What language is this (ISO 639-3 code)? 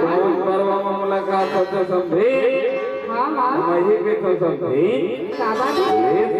hne